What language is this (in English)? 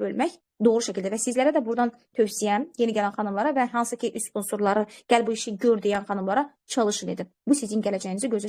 Azerbaijani